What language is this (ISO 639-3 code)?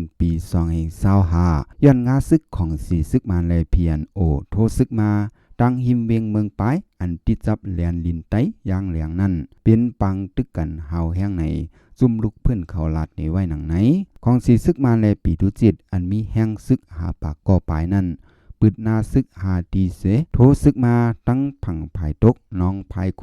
shn